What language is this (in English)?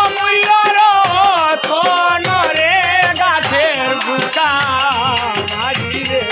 Sylheti